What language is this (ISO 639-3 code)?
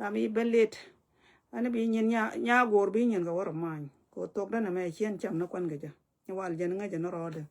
nus